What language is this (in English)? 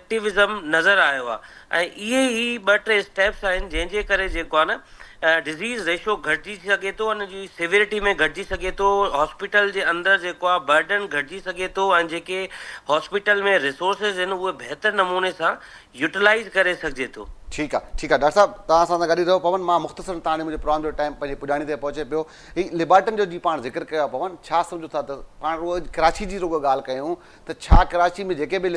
Sindhi